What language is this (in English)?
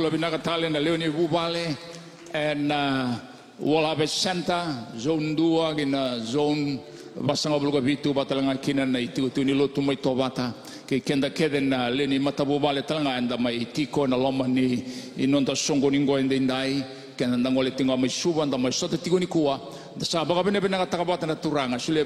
Fijian